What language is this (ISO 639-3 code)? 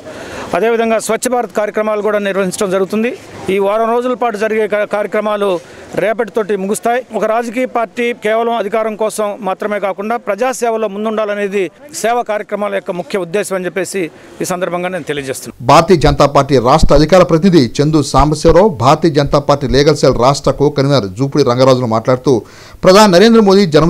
tel